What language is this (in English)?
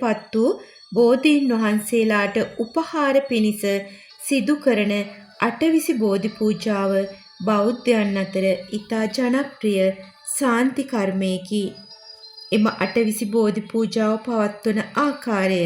Sinhala